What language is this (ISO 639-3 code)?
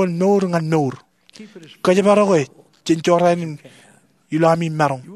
mah